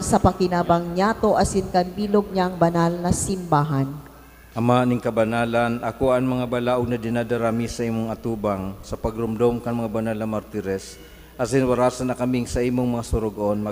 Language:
Bikol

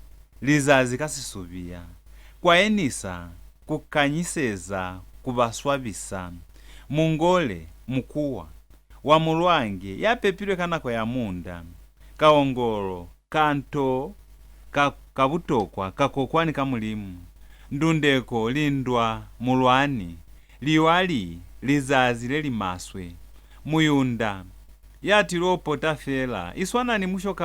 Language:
Lozi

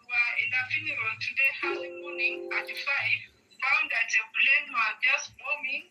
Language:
Nuer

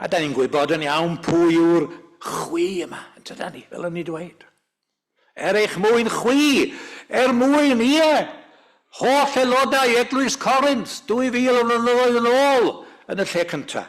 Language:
Welsh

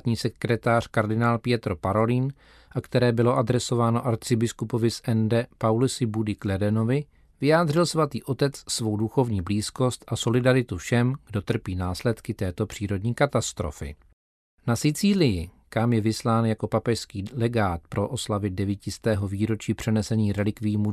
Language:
Czech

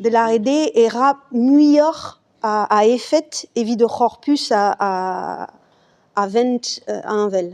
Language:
Breton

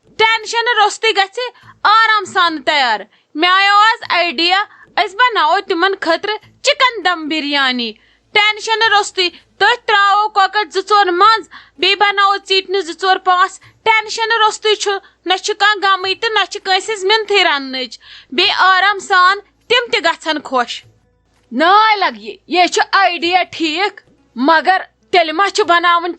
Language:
Kashmiri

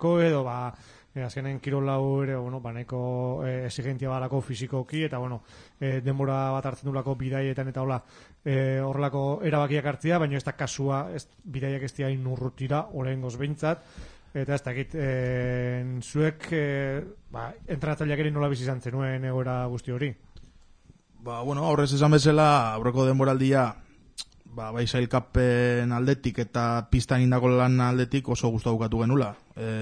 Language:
Basque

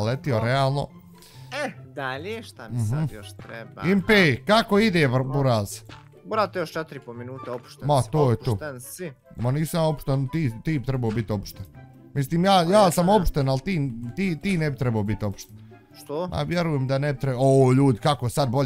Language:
Bosnian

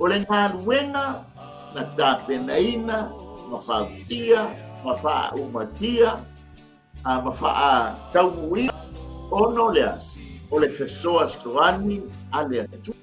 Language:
Samoan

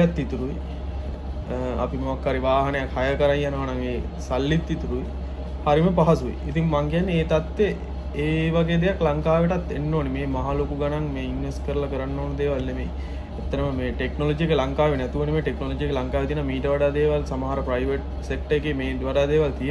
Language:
Sinhala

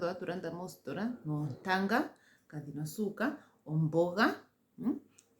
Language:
Ndonga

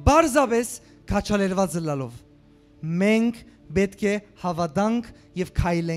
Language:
Western Armenian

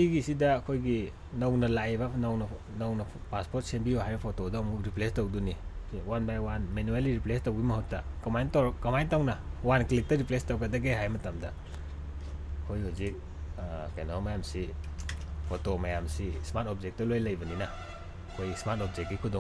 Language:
Manipuri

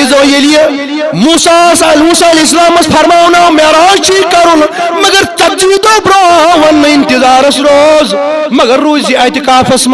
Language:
Kashmiri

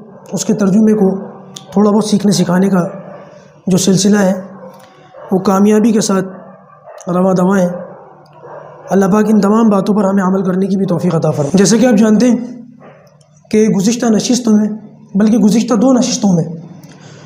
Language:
Urdu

